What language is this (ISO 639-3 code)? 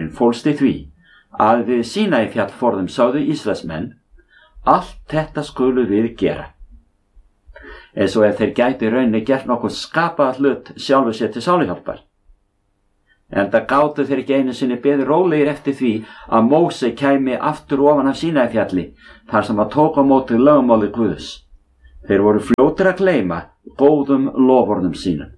isl